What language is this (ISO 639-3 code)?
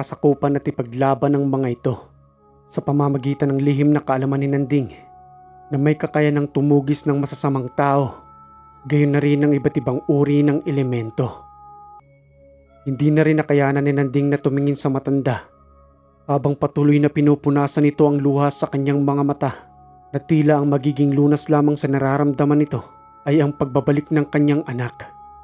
fil